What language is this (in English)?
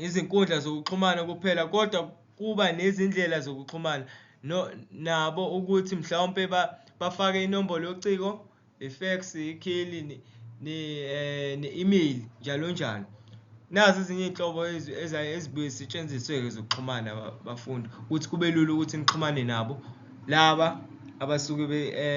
Zulu